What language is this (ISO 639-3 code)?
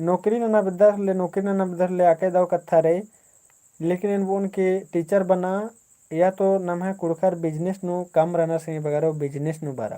kru